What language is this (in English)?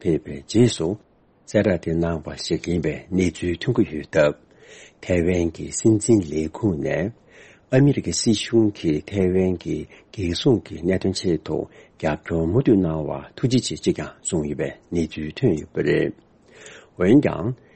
Tibetan